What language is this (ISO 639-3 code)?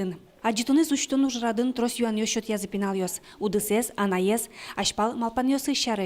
udm